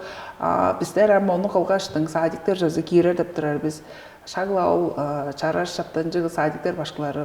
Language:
Tuvinian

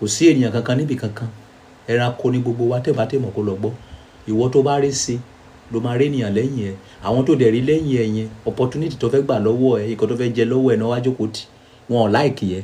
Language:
Yoruba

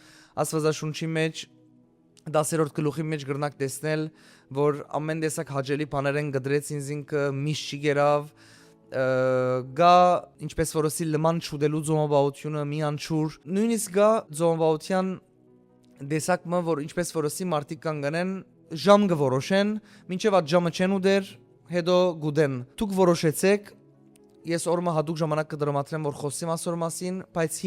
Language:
Western Armenian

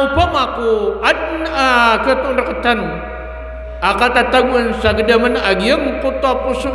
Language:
Maranao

